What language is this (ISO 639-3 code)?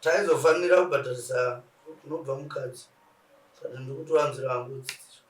sna